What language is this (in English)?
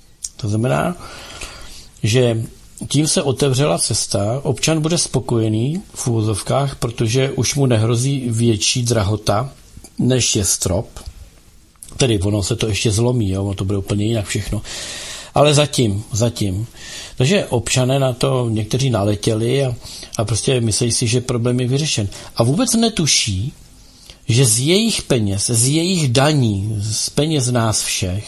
Czech